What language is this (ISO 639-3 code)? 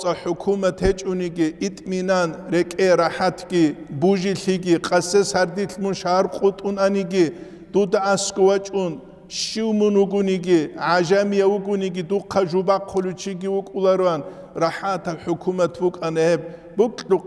ava